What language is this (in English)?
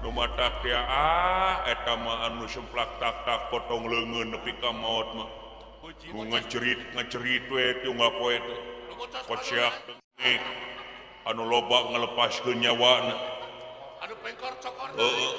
Sundanese